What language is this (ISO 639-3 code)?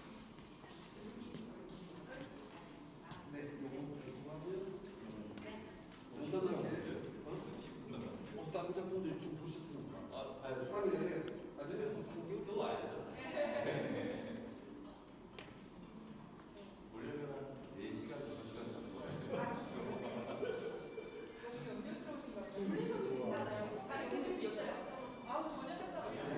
kor